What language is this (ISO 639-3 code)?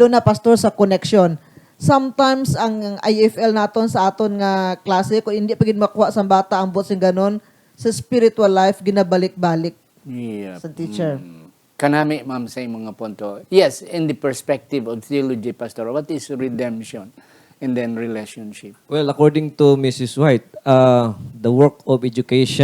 hil